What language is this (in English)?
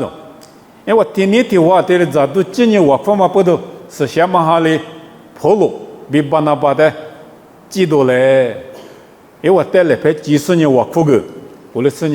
Lisu